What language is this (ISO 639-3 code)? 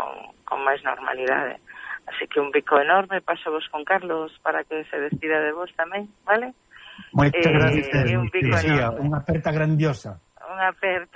glg